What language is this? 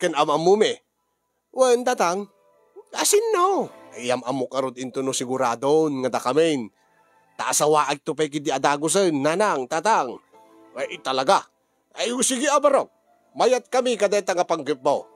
Iloko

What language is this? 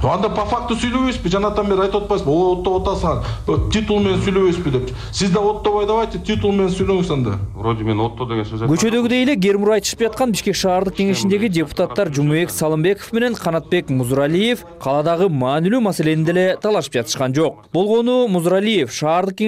Kyrgyz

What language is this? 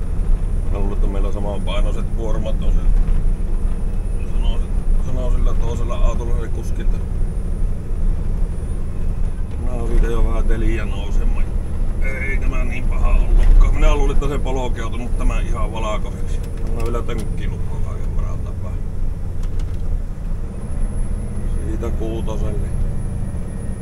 Finnish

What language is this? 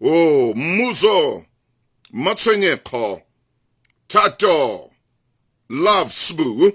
Southern Sotho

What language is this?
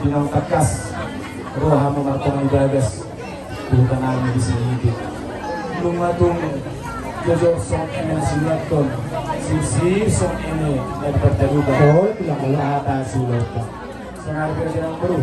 Batak Toba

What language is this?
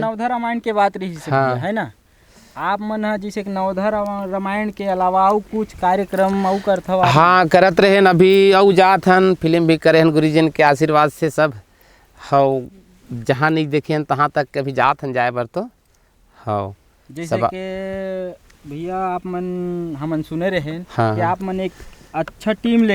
Chhattisgarhi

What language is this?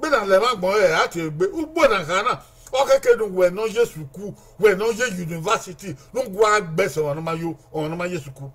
Bini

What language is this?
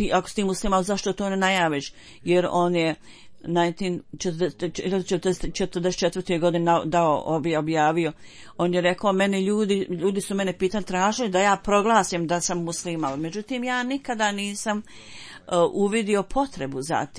Bosnian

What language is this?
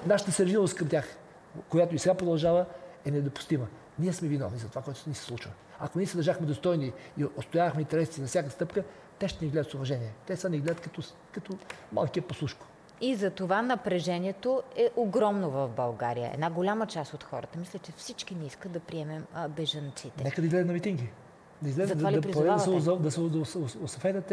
Bulgarian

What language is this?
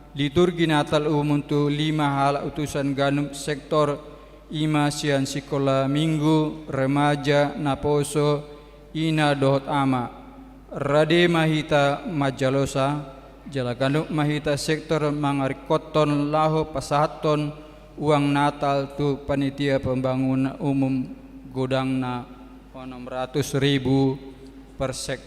Batak Toba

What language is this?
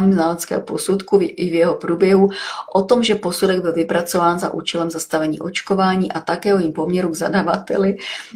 Czech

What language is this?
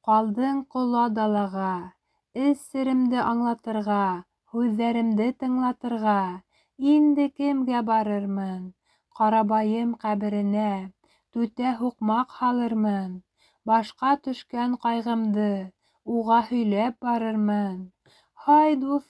Bashkir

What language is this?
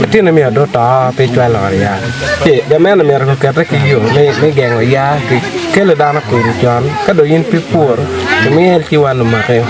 Acoli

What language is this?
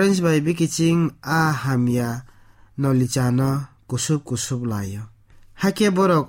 Kok Borok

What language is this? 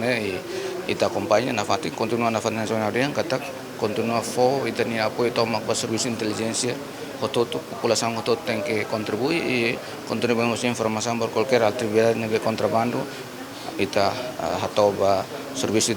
Tetum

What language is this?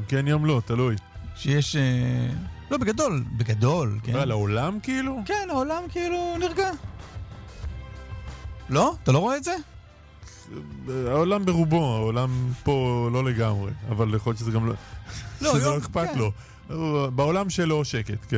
Hebrew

